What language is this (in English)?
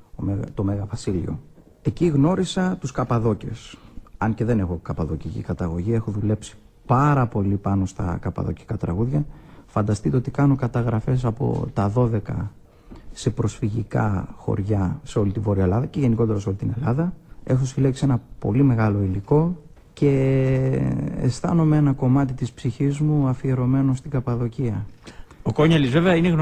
Greek